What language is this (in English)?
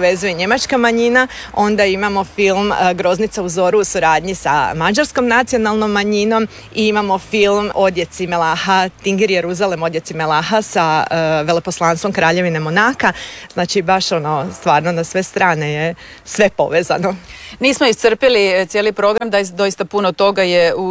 Croatian